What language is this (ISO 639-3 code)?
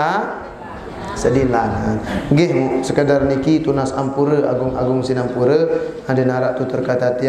sas